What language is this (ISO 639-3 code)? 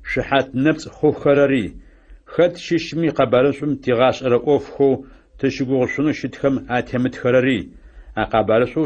ady